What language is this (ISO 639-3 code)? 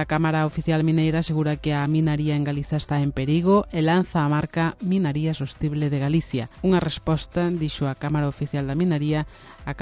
glg